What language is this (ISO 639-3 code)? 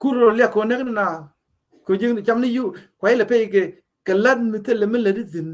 nus